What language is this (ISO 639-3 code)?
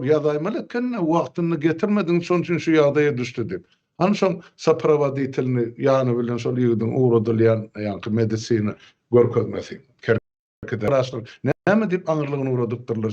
tuk